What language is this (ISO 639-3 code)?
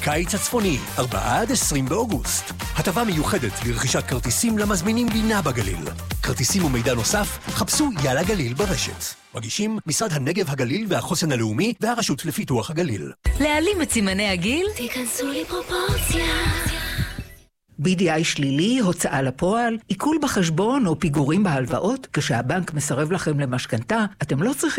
heb